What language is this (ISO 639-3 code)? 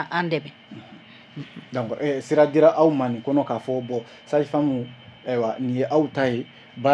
bam